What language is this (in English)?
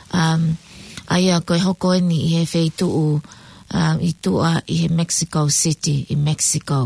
Tongan